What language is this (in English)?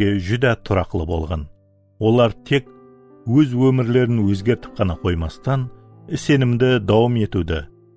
Kara-Kalpak